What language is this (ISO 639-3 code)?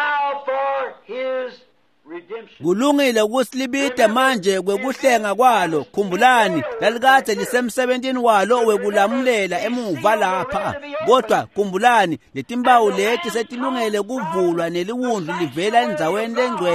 ssw